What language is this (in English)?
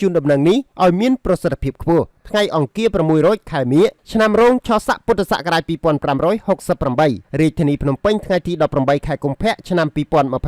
Khmer